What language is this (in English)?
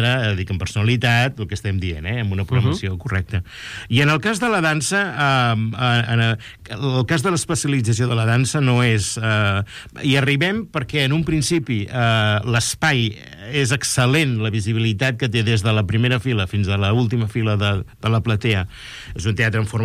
Catalan